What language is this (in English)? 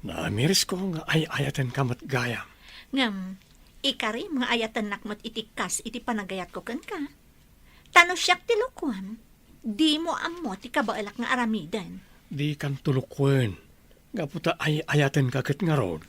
Iloko